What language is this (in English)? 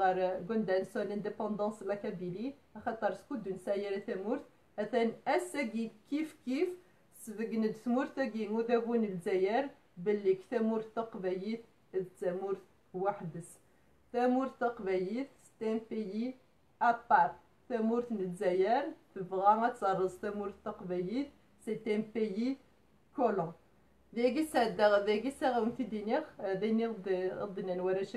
Kabyle